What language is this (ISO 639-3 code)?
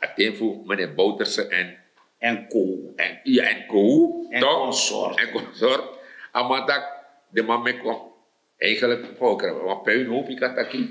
srn